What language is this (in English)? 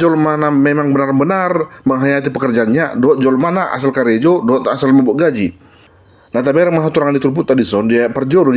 Batak Toba